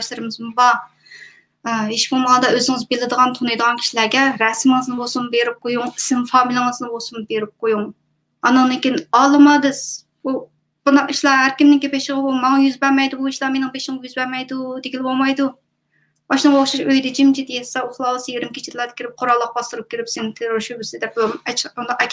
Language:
Uyghur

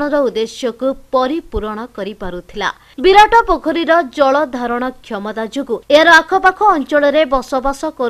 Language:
Odia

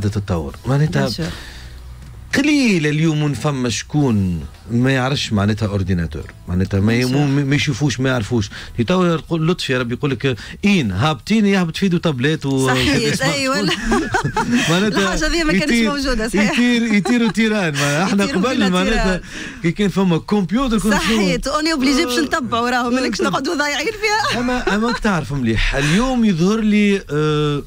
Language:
Tunisian Arabic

